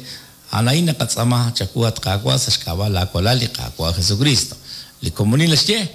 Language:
Kekchí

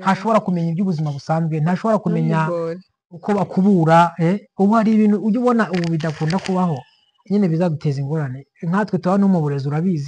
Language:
Kinyarwanda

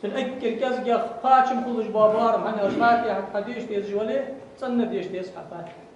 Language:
Ingush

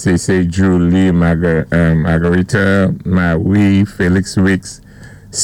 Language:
Saint Lucian Creole French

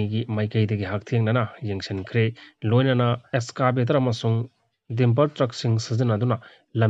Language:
Manipuri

